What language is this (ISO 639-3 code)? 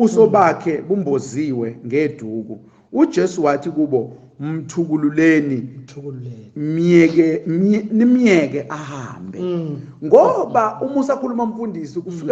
zul